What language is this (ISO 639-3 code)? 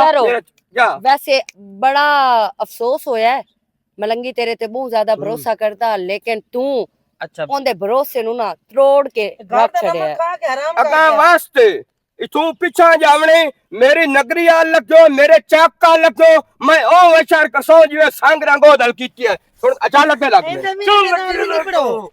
lah